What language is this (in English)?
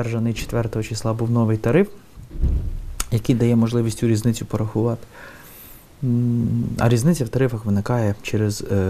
Ukrainian